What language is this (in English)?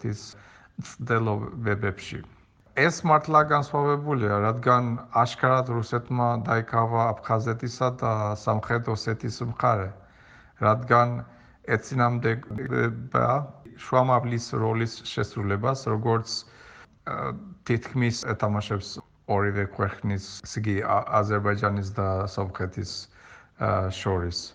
Georgian